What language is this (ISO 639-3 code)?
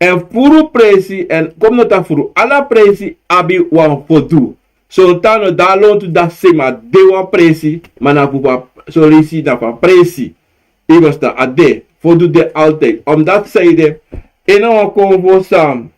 srn